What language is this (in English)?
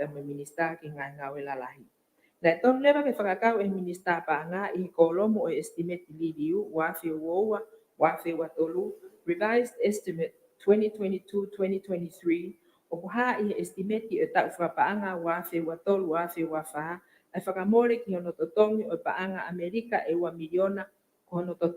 Tongan